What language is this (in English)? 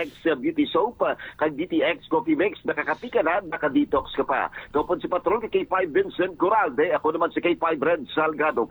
Hiligaynon